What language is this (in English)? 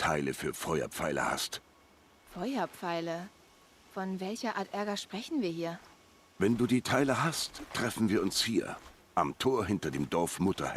Bavarian